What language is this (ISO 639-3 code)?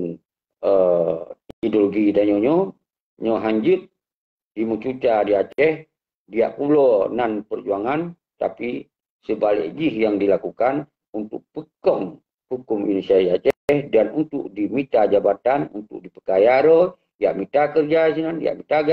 ace